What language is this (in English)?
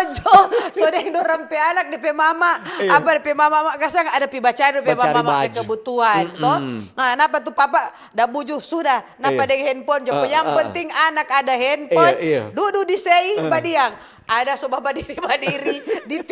Manado Malay